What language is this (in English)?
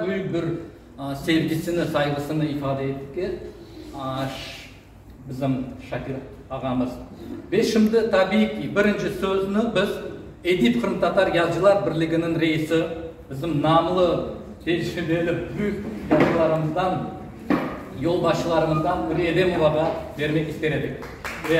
Crimean Tatar